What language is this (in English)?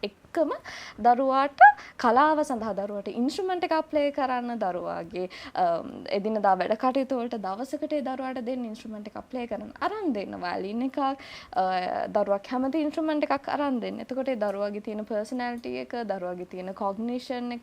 Sinhala